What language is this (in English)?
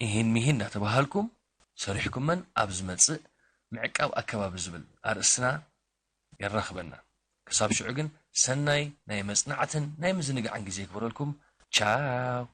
Tigrinya